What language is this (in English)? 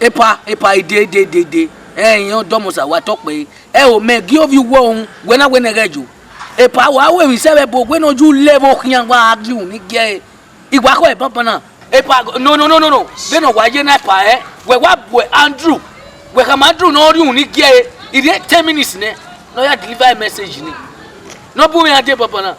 Bini